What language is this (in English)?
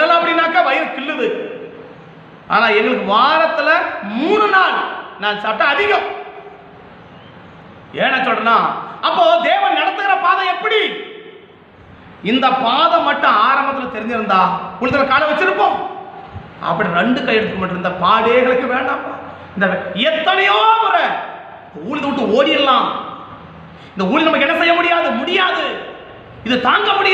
Tamil